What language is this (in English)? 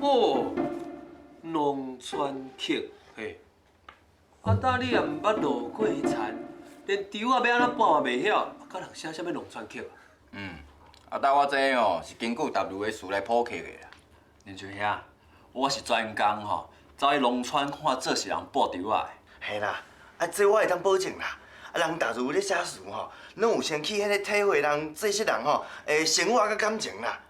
Min Nan Chinese